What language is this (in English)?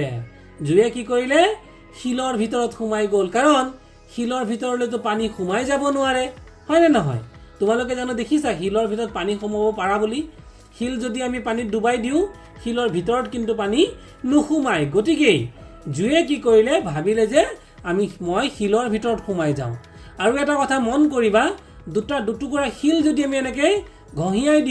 Assamese